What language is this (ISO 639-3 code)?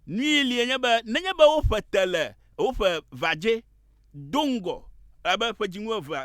ewe